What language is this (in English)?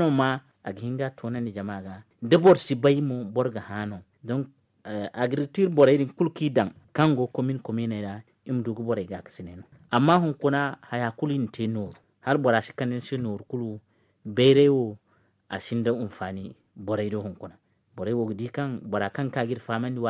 Zarma